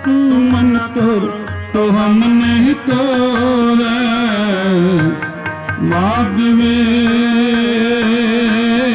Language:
Punjabi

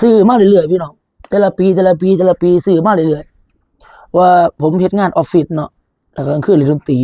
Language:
Northeastern Thai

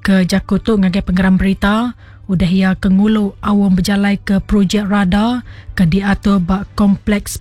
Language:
Iban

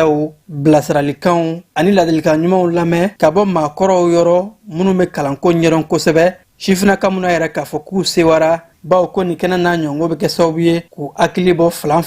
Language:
Bambara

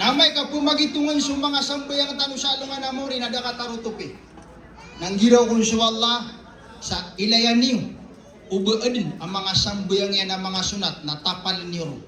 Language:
Maranao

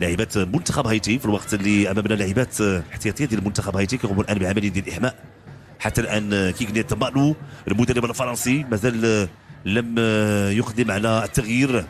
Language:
Moroccan Arabic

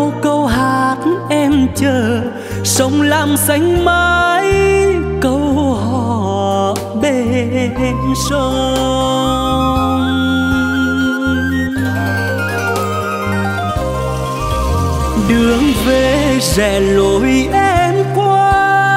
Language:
Vietnamese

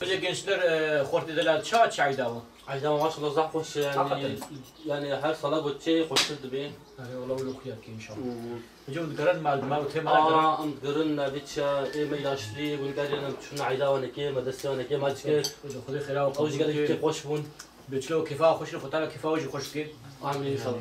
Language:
Kurdish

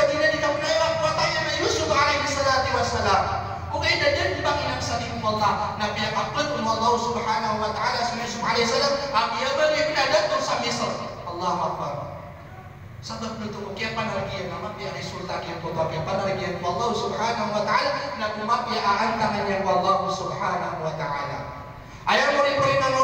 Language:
Maranao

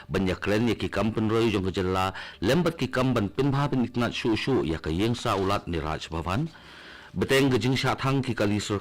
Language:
Khasi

